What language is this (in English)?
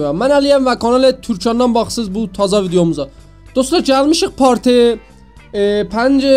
South Azerbaijani